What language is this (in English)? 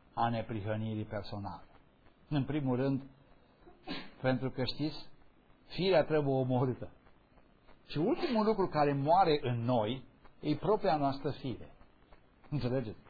Romanian